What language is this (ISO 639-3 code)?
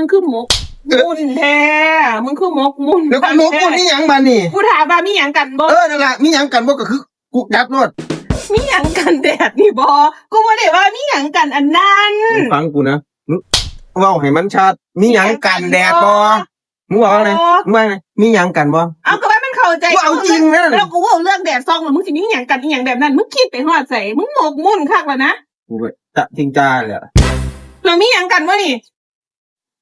tts